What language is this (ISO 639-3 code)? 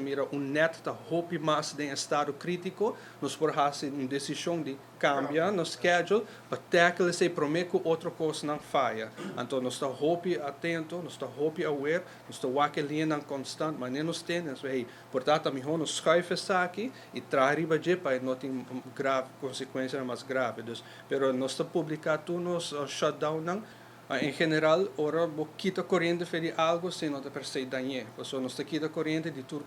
pap